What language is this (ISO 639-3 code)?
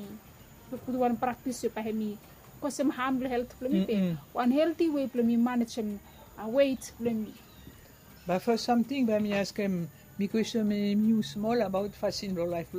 bis